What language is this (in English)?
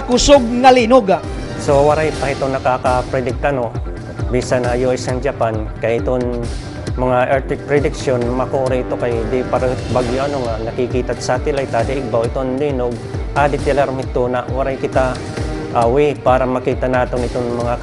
Waray